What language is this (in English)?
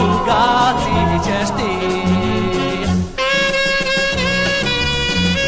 Serbian